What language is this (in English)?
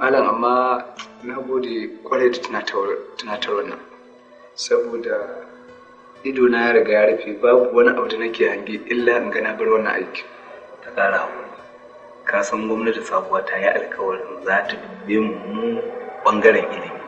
Hausa